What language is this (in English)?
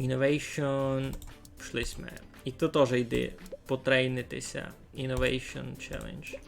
Rusyn